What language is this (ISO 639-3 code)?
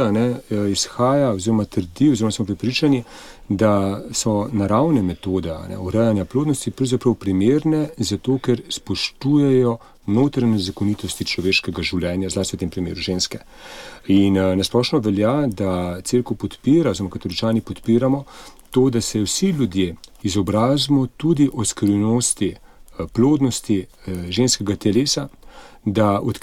slv